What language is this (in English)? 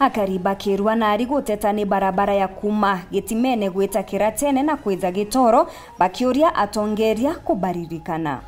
Meru